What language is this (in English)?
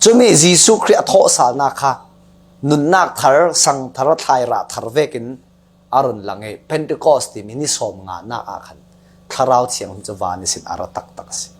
Falam Chin